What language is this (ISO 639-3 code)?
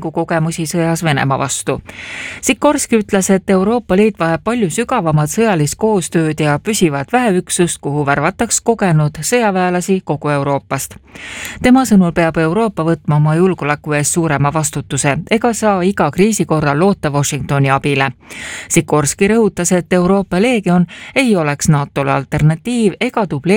est